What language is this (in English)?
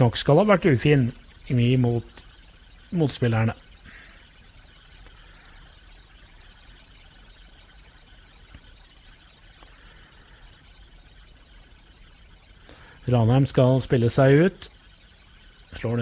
Norwegian